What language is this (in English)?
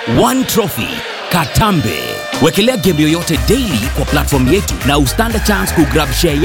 Swahili